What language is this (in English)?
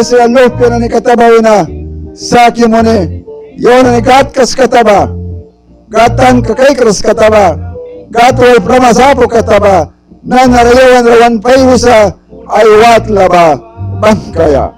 Mískito